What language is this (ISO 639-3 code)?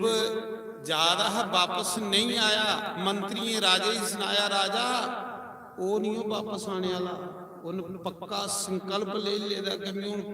doi